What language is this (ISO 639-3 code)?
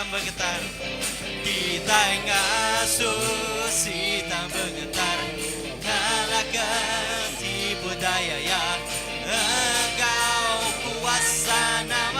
iba